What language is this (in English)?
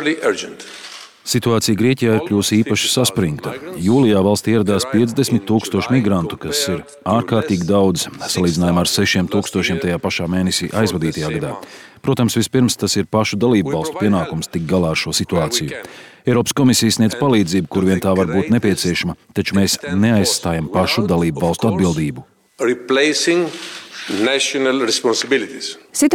Latvian